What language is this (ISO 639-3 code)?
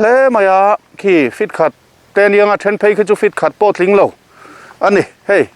lus